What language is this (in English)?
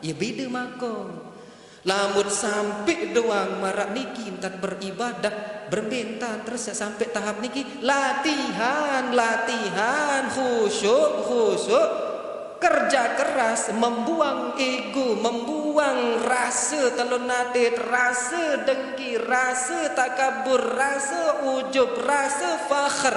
Sasak